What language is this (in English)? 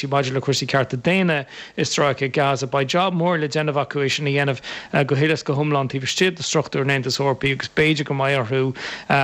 Irish